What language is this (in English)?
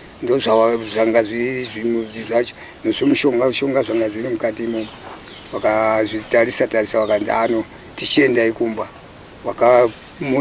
Shona